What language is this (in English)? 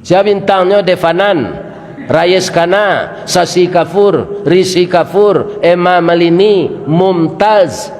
Minangkabau